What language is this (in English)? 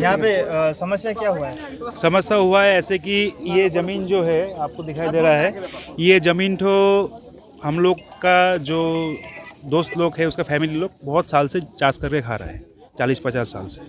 Sadri